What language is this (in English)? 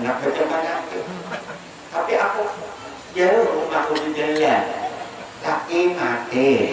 Banjar